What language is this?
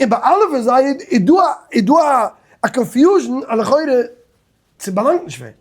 Yiddish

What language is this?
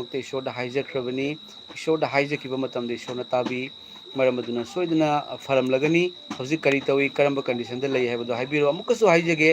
Manipuri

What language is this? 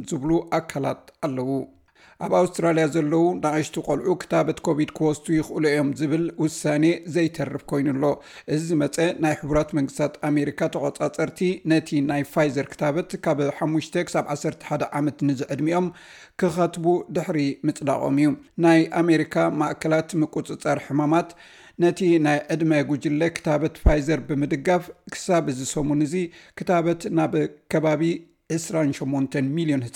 Tigrinya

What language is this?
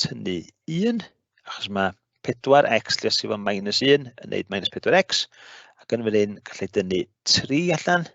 Welsh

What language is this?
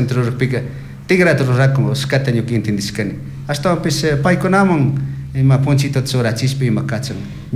Chimborazo Highland Quichua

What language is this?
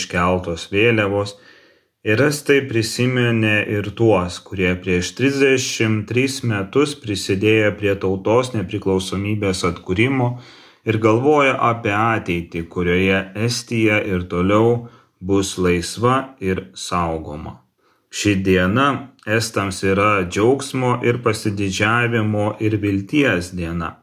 Lithuanian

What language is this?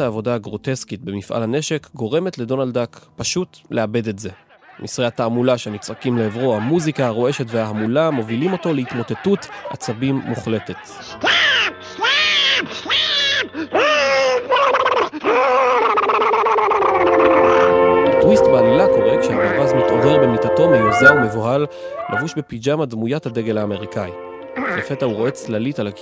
Hebrew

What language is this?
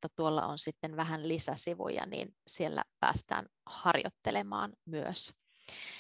Finnish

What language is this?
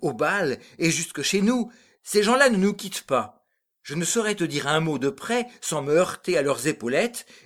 French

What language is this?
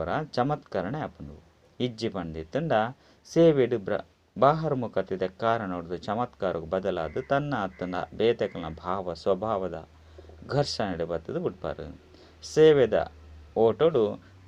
Tulu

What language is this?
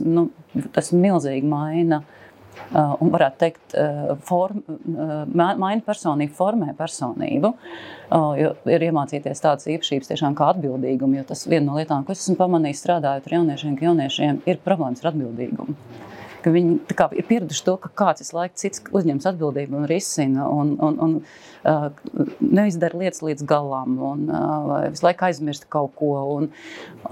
Latvian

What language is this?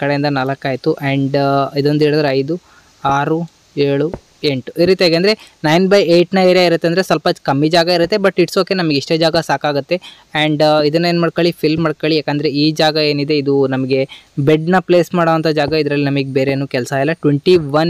Kannada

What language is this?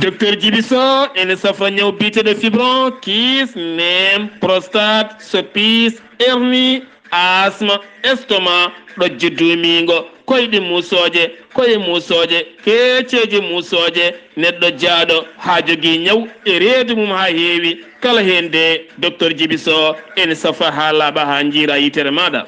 Fula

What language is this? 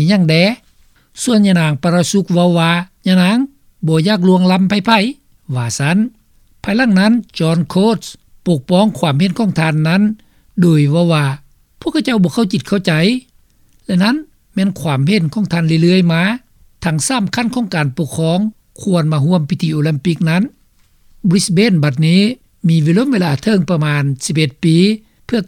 Lao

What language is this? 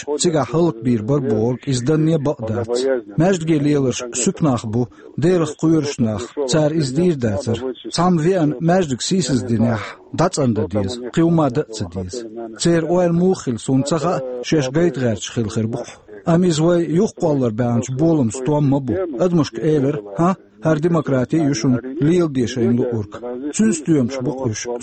Chechen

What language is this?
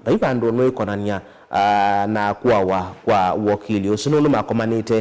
Kamba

